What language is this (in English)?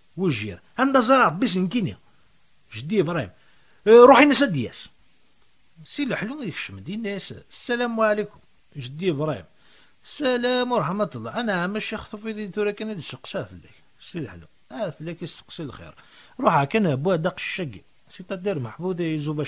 Kabyle